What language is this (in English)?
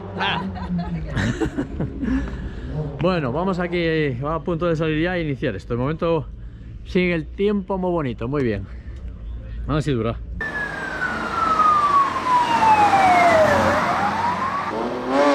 Spanish